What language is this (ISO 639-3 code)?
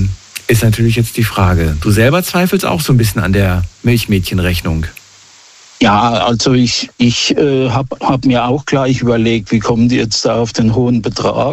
deu